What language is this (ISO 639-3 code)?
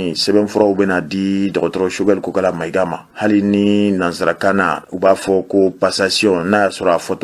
bam